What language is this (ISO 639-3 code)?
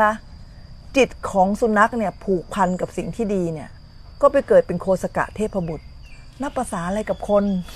tha